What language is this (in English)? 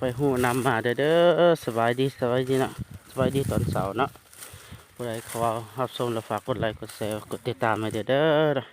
Lao